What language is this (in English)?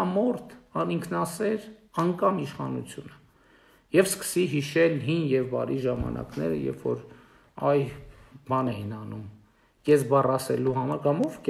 Armenian